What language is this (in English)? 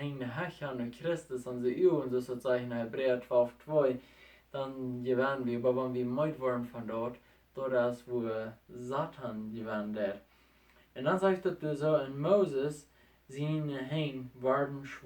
Plautdietsch